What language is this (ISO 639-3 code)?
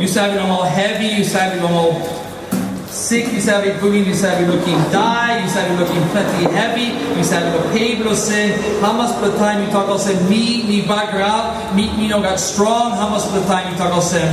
tpi